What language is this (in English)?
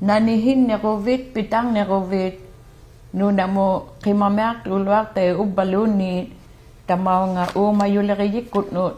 Inuktitut